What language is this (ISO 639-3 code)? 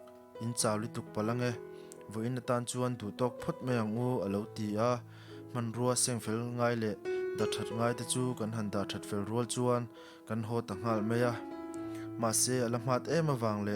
lus